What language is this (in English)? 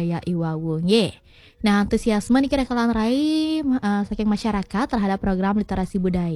Balinese